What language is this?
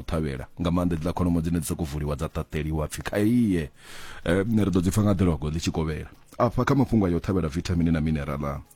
Venda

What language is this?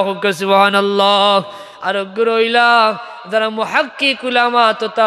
Sylheti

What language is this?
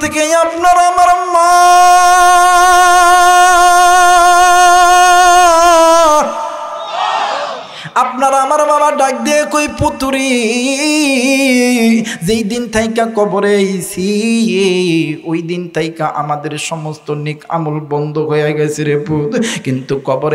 Bangla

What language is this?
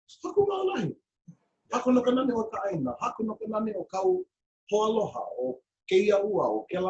Hawaiian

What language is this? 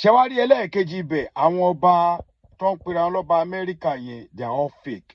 Yoruba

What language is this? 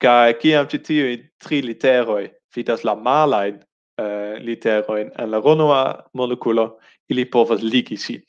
Esperanto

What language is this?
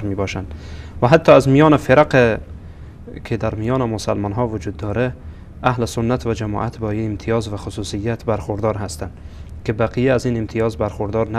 Persian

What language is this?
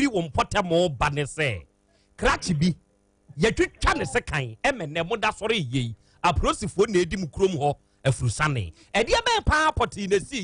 Akan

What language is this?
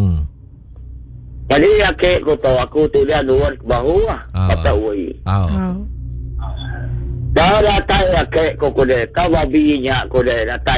Malay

